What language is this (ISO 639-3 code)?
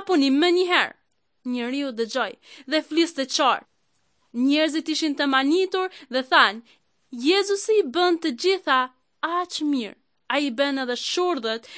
sqi